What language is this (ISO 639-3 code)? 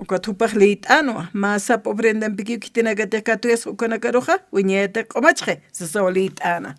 aym